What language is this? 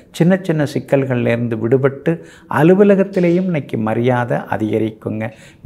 Tamil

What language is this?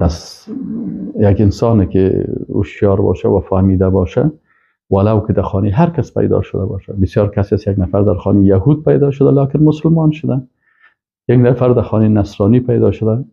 Persian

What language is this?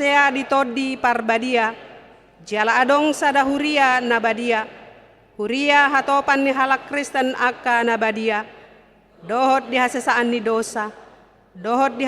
Batak Toba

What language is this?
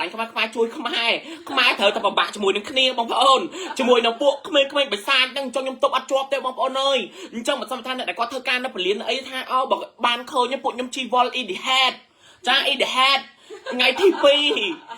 Khmer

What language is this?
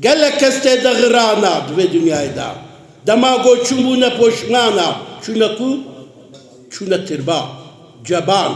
Kurdish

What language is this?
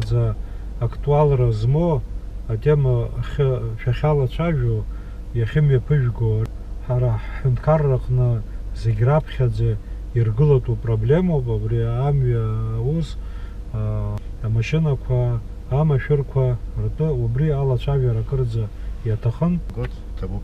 Abkhazian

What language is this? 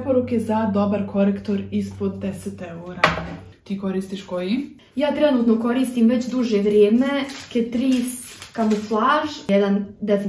Croatian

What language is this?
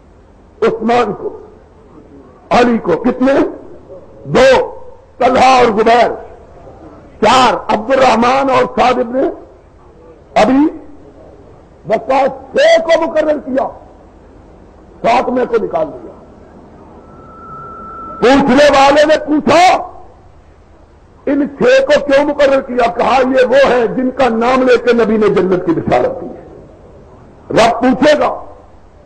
Urdu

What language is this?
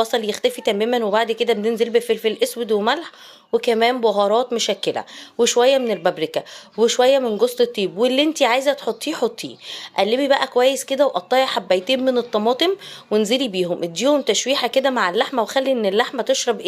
Egyptian Arabic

